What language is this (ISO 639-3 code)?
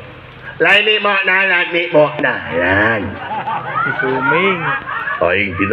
sun